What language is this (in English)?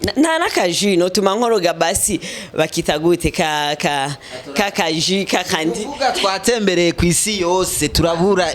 Rundi